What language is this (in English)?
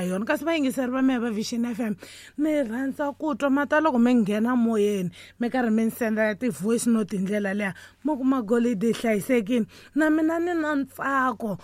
Tsonga